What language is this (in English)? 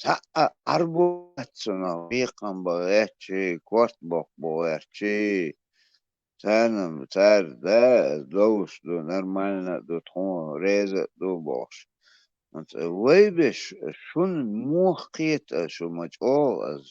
Chechen